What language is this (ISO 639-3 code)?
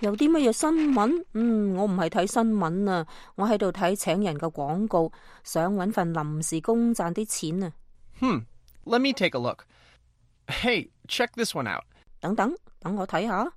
yue